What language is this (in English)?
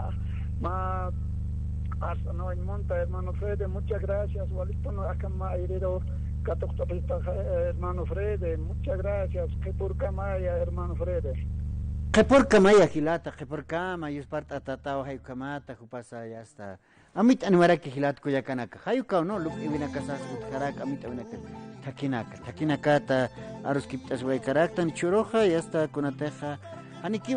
Aymara